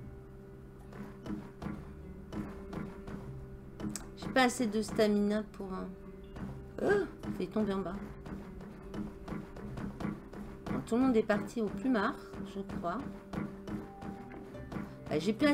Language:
French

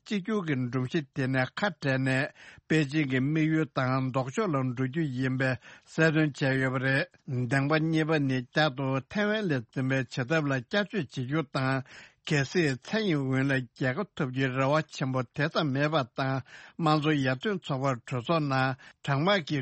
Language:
Tibetan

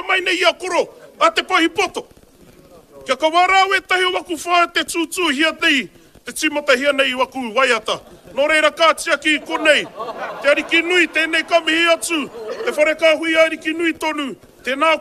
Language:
Māori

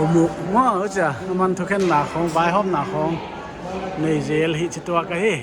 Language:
Paite Chin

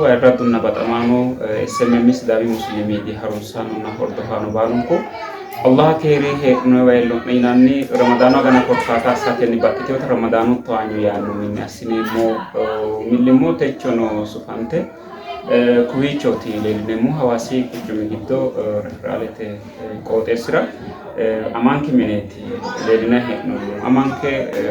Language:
Sidamo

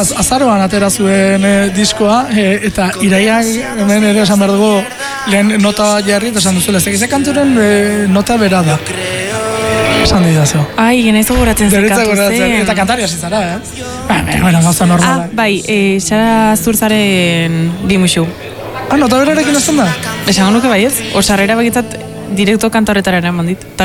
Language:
Basque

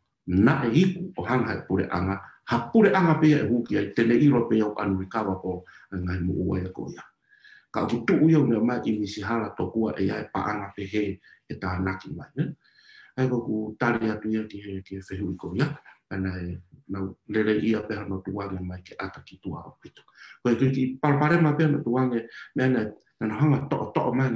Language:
Tongan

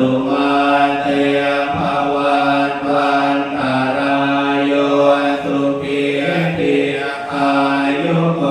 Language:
Pali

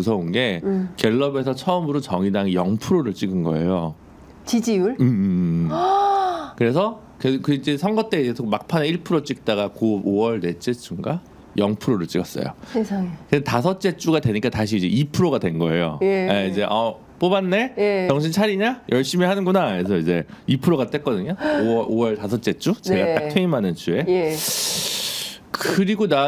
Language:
Korean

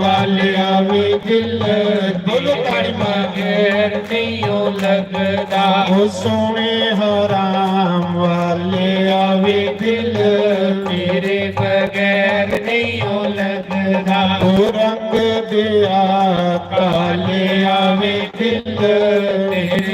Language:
Dogri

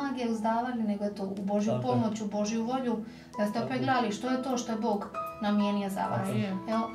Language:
Croatian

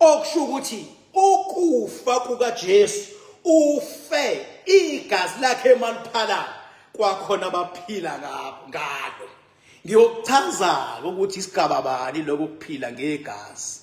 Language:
Zulu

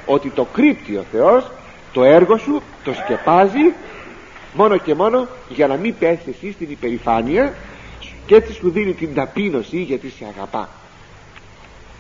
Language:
Greek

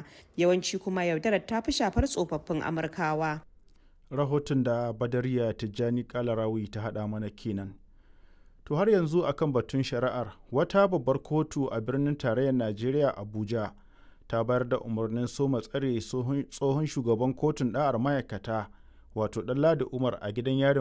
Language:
Hausa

